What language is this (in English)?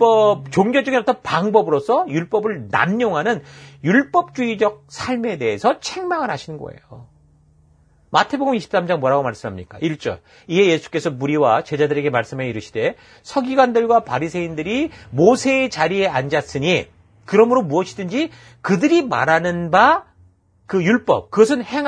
Korean